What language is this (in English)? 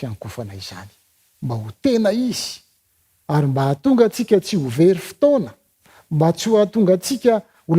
Malagasy